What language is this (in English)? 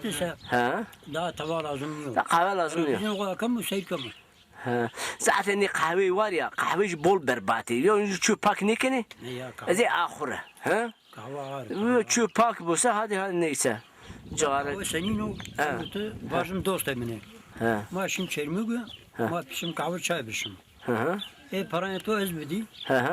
Zaza